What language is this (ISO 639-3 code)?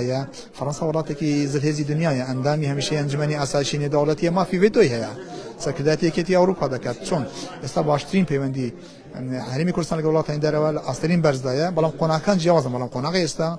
ckb